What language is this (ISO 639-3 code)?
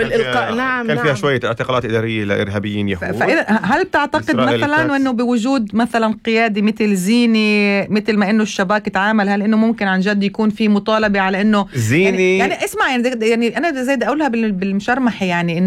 apc